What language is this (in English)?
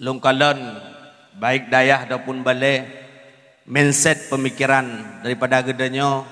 Achinese